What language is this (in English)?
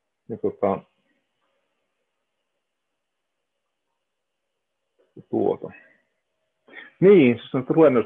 Finnish